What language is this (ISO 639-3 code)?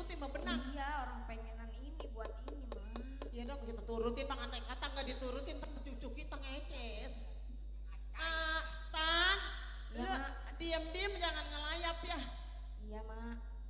bew